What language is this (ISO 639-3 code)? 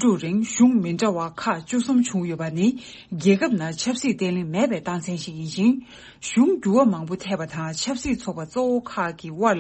bod